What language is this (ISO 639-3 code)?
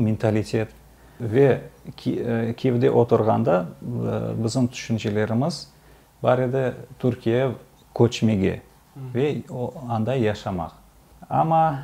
crh